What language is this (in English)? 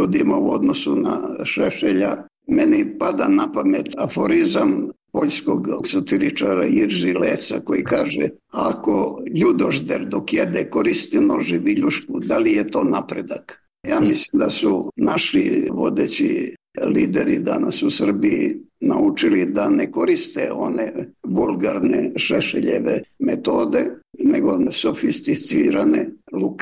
Serbian